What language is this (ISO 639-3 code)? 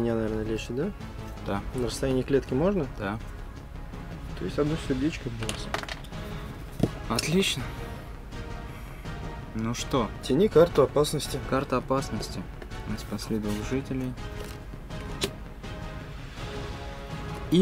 rus